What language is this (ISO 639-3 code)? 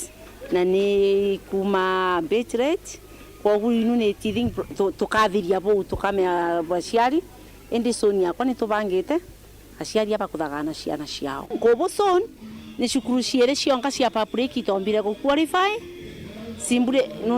mer